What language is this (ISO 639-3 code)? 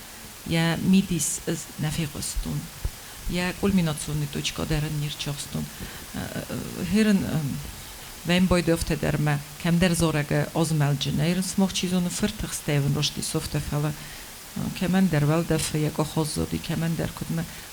oss